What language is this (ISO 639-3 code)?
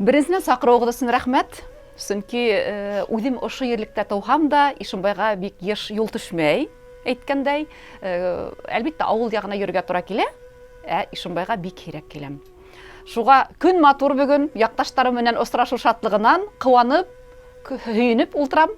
bak